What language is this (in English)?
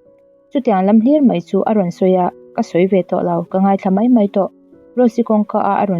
Mizo